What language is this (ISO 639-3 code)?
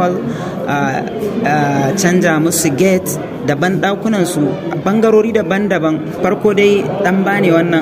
hau